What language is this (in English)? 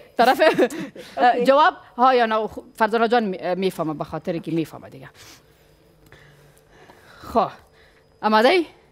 Persian